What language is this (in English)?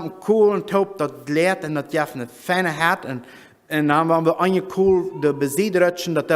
Plautdietsch